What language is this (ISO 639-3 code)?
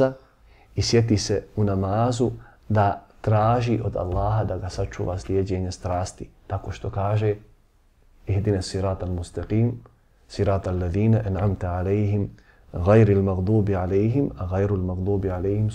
bos